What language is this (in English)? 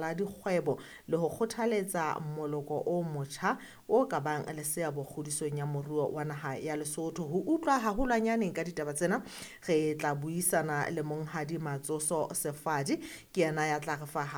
Southern Sotho